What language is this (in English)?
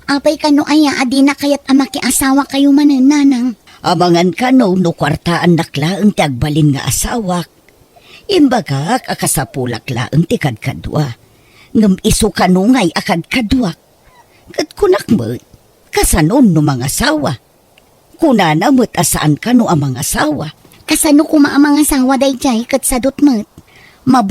Iloko